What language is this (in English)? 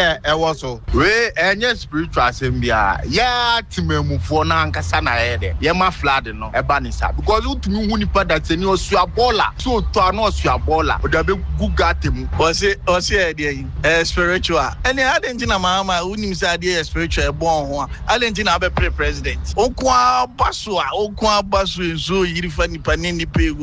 Akan